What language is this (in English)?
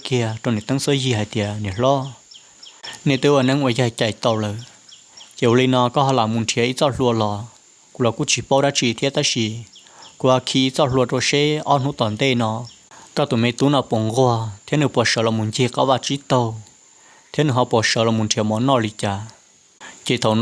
Hmong